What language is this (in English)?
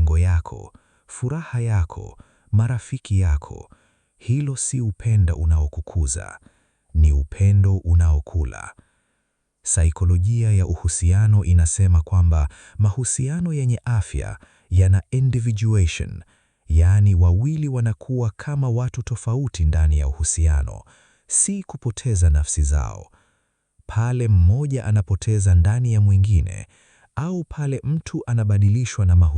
Swahili